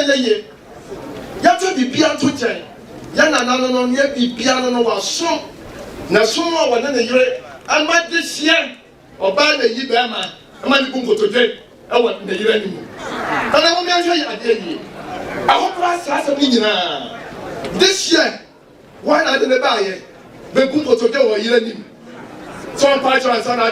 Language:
Akan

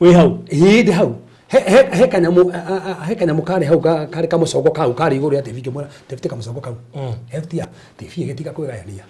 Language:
Kikuyu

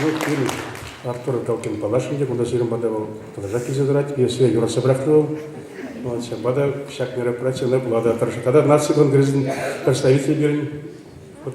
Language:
Chuvash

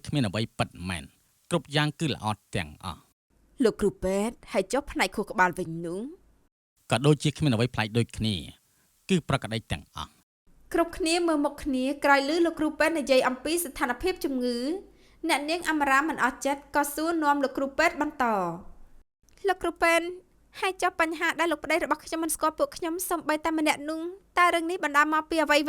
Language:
Khmer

